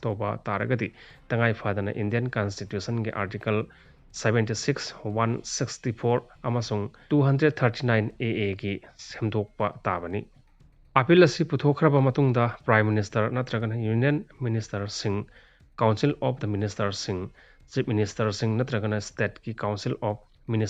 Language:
Manipuri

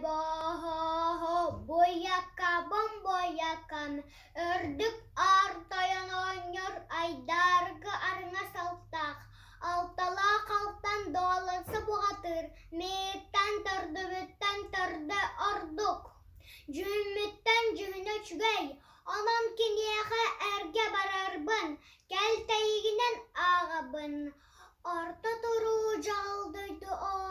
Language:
Yakut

